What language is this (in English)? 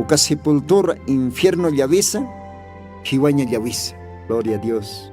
Aymara